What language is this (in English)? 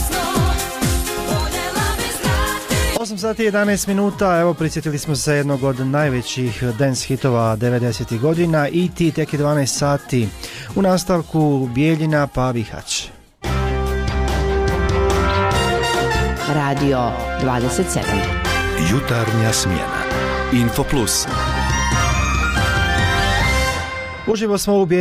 Bosnian